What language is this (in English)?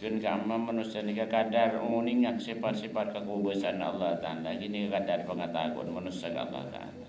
Madurese